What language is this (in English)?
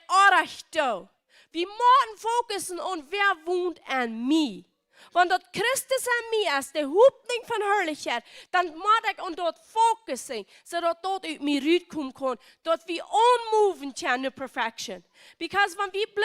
Plautdietsch